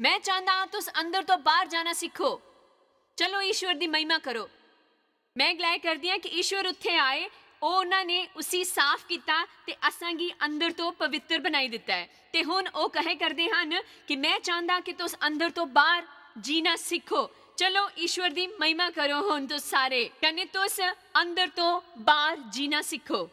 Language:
Dogri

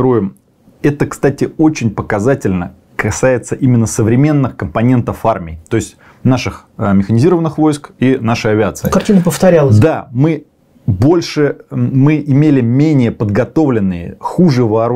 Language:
Russian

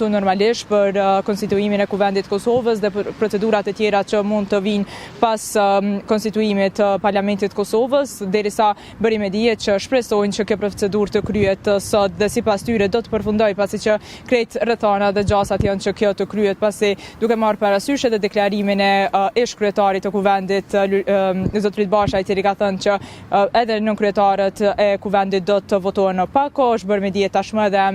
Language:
Albanian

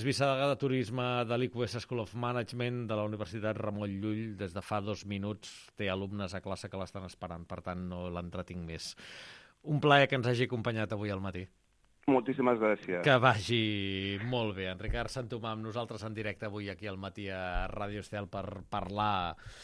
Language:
Catalan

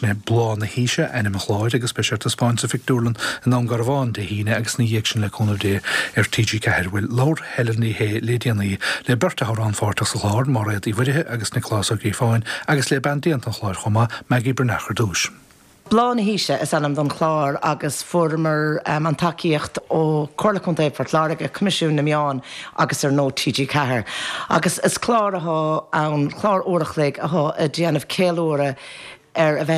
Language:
Irish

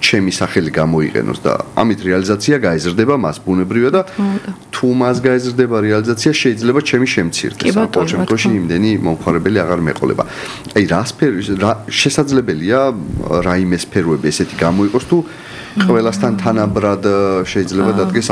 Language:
Georgian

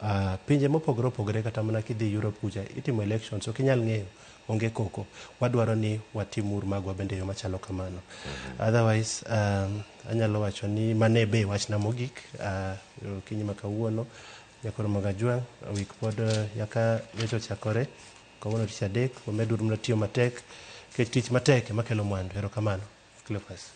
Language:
Luo (Kenya and Tanzania)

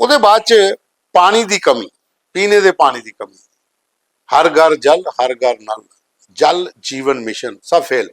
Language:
Dogri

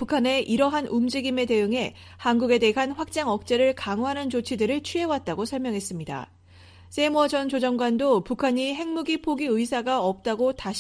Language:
Korean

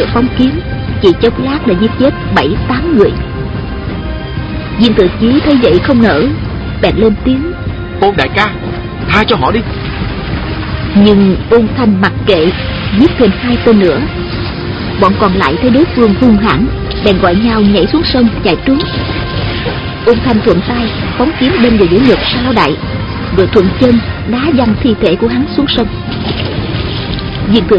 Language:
Vietnamese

